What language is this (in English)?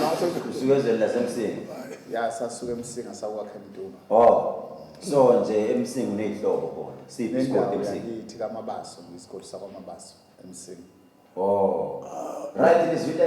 Zulu